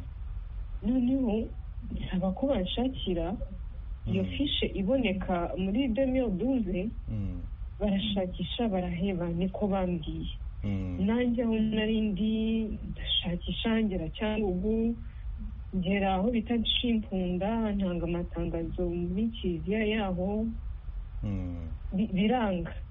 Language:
Kinyarwanda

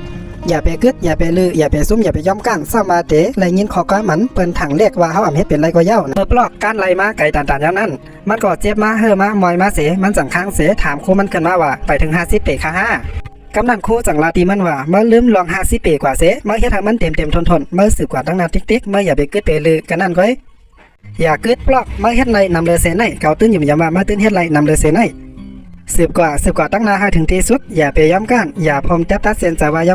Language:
Shan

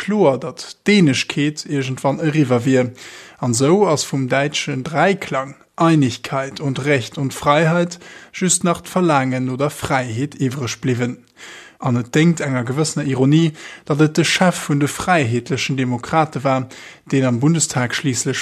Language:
Luxembourgish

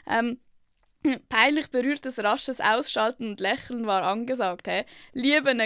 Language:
Swiss German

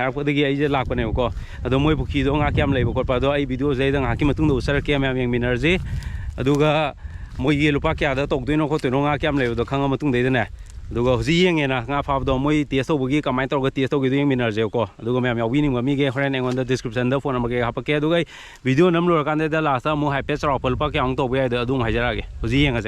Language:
Manipuri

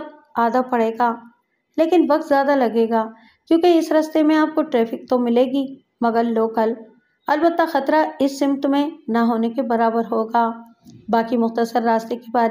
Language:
Urdu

